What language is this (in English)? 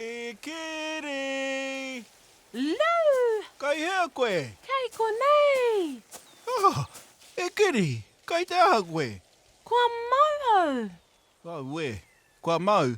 Māori